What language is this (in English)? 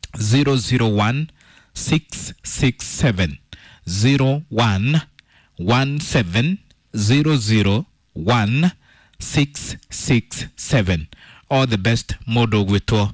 Kikuyu